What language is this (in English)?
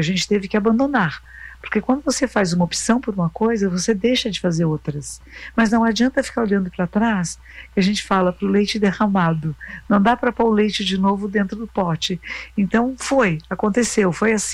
Portuguese